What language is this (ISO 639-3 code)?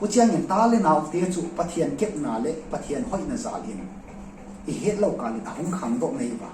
ctd